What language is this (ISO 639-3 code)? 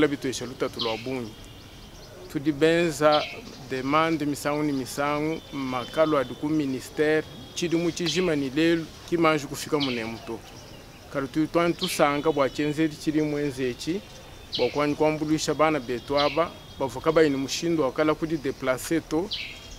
lua